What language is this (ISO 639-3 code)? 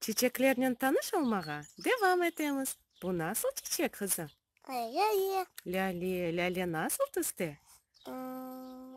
crh